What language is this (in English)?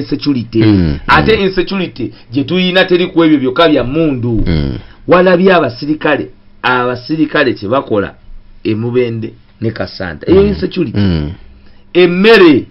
Ganda